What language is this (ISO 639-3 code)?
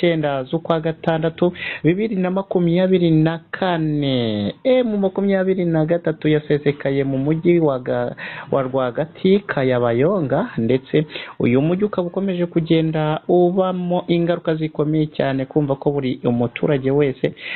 kin